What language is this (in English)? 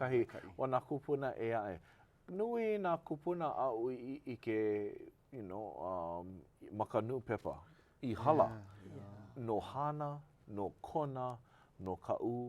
Hawaiian